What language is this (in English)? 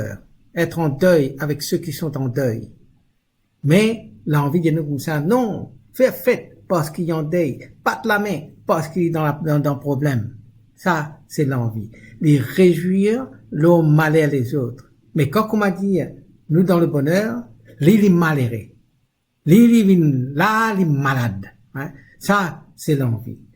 Morisyen